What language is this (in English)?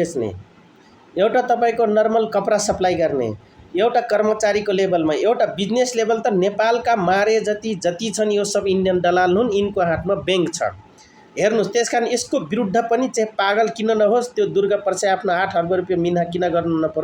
Nepali